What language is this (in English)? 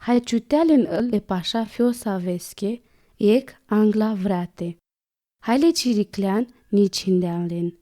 Romany